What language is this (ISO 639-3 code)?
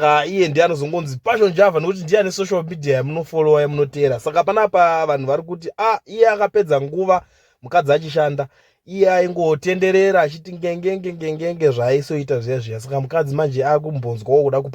sna